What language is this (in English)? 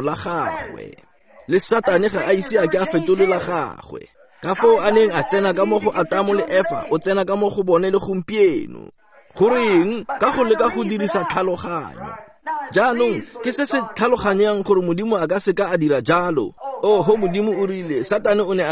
Tswana